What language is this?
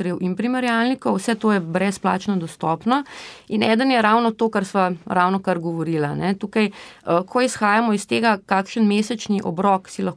Slovenian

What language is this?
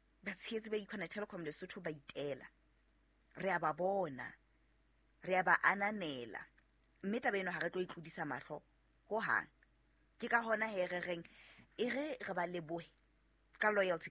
Southern Sotho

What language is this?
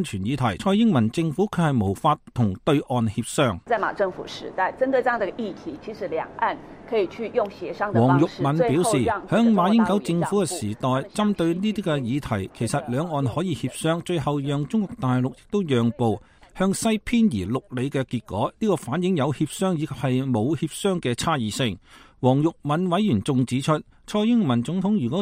Cantonese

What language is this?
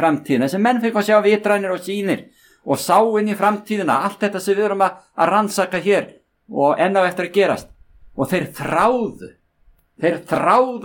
Icelandic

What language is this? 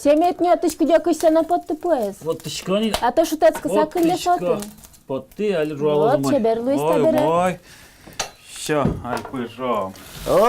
Udmurt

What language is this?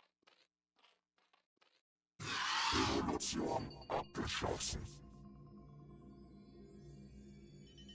German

